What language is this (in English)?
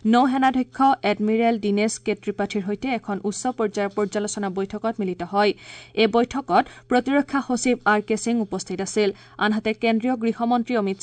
Assamese